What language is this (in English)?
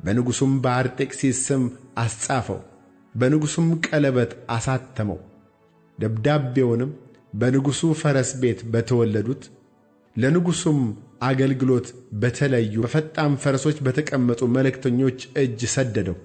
Amharic